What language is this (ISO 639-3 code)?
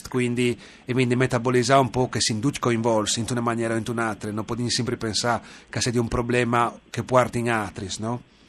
fur